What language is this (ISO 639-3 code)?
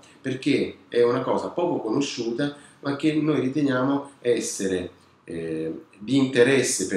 ita